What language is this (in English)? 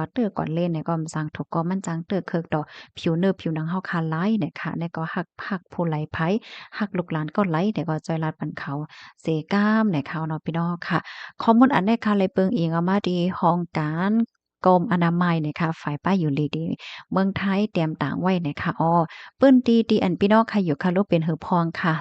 Shan